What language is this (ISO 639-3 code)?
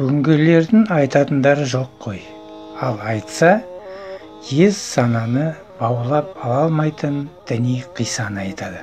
kaz